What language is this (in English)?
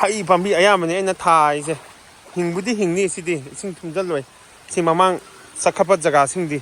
Manipuri